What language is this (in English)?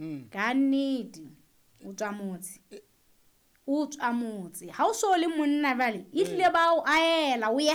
Southern Sotho